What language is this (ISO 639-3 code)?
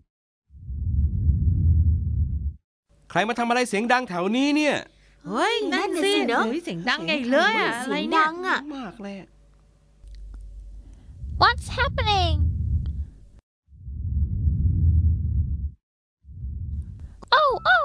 tha